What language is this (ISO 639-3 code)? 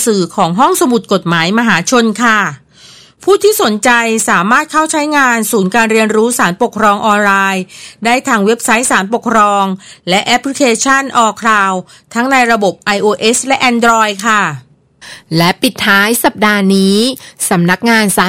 tha